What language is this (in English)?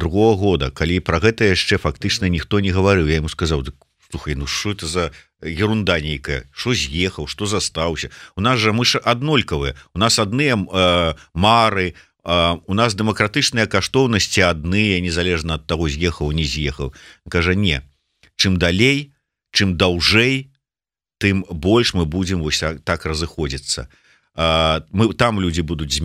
Belarusian